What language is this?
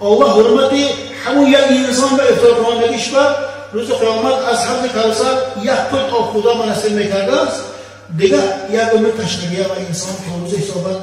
Tajik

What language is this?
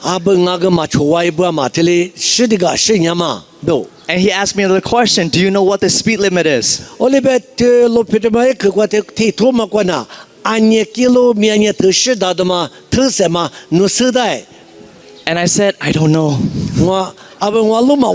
Lisu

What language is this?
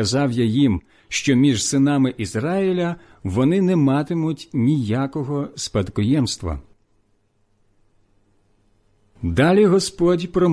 Ukrainian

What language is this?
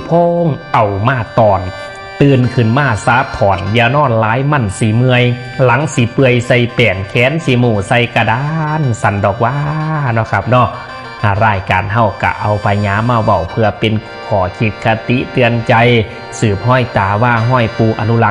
Northeastern Thai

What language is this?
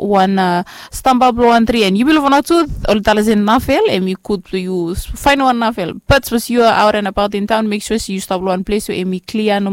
Bislama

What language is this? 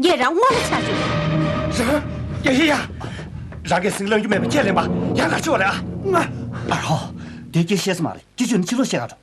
Tibetan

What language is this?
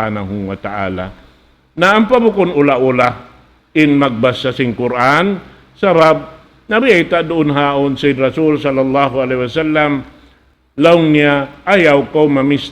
Tausug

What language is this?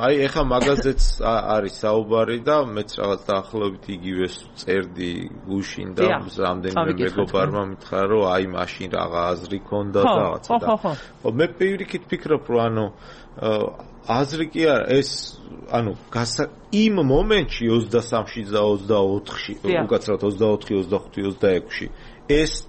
Georgian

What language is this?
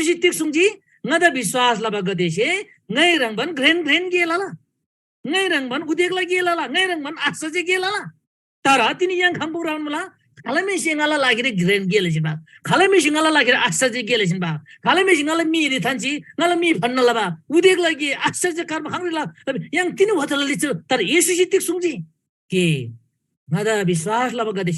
Eastern Tamang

